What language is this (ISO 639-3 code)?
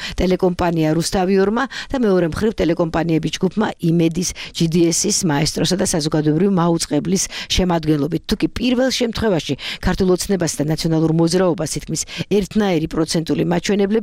kat